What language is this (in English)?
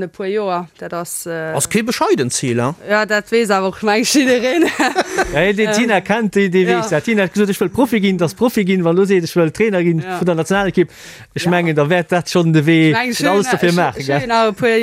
Luxembourgish